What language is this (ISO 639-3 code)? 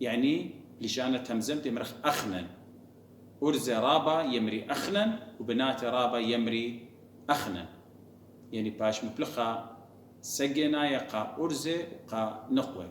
aii